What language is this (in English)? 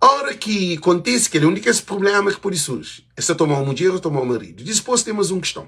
Kabuverdianu